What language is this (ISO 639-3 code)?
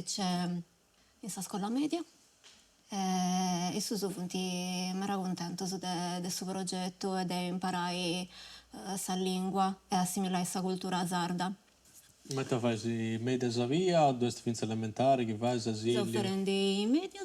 srd